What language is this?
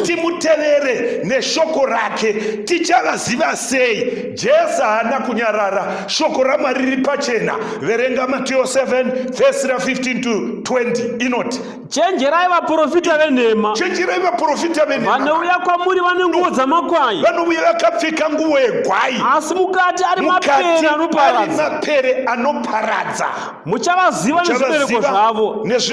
Shona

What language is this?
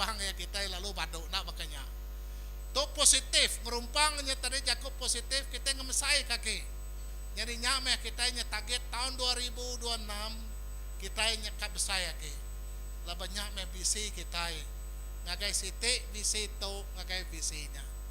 Iban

